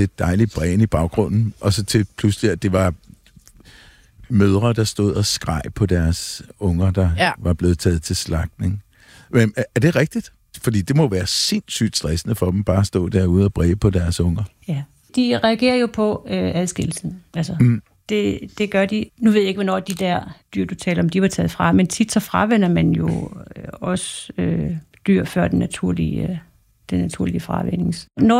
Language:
Danish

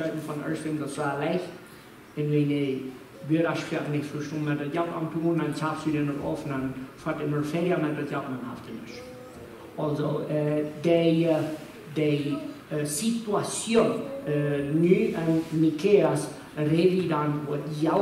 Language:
Plautdietsch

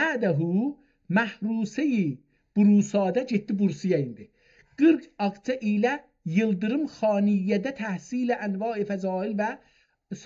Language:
South Azerbaijani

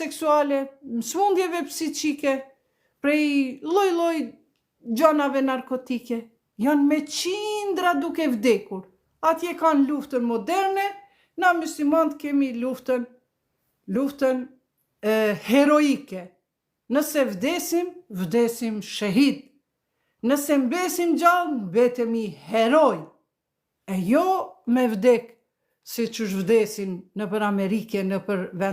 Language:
Albanian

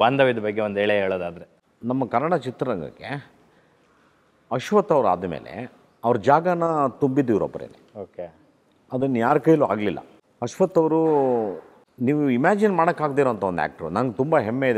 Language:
Kannada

